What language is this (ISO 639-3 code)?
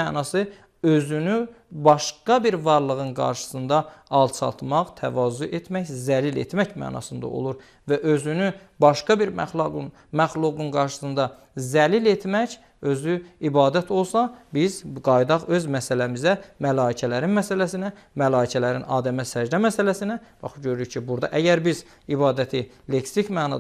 aze